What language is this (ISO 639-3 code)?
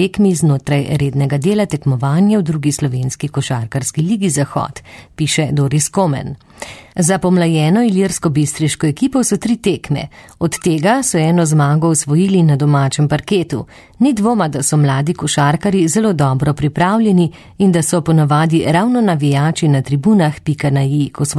slv